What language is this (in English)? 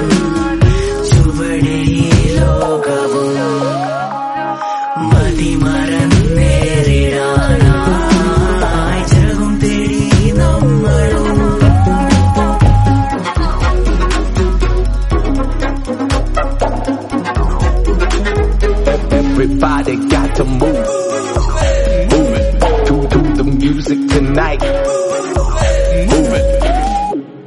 Malayalam